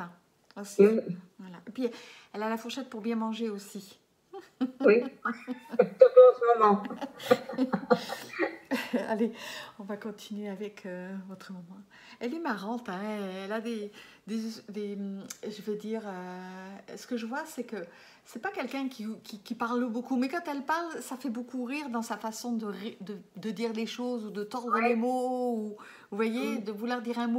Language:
French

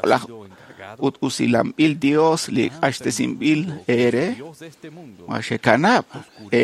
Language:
Kekchí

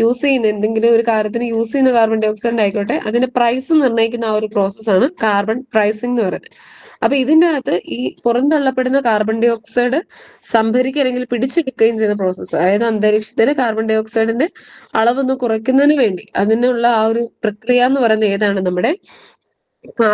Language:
Malayalam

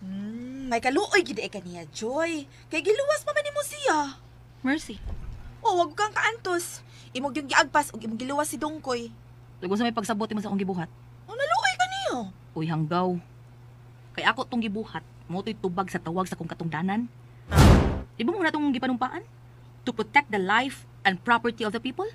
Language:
Cebuano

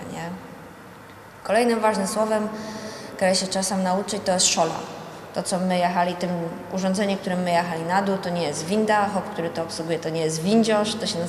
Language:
Silesian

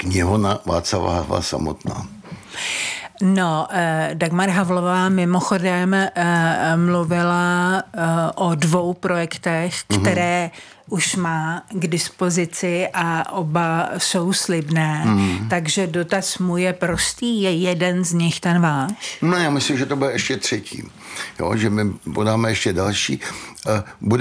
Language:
Czech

